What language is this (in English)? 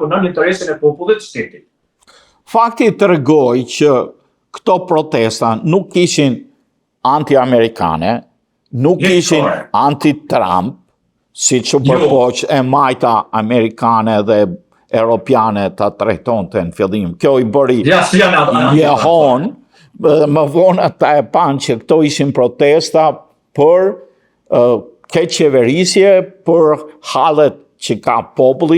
Albanian